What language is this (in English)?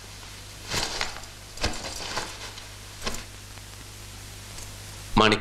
Malayalam